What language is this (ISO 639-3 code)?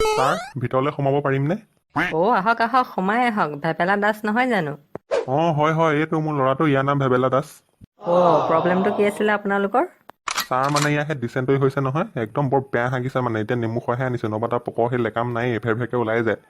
asm